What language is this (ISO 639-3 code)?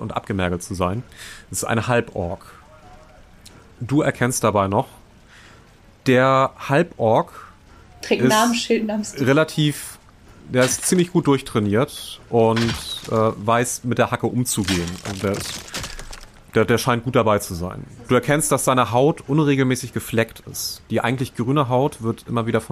deu